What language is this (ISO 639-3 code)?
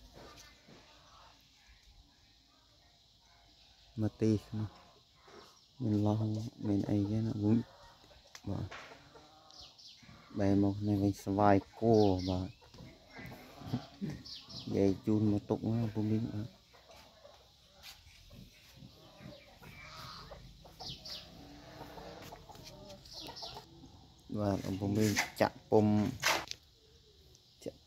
vie